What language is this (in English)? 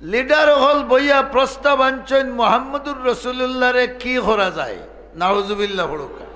Sylheti